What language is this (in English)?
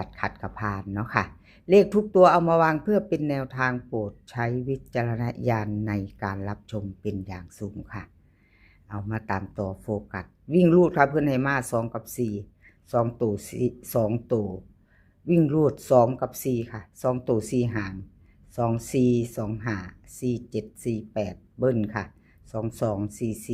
Northeastern Thai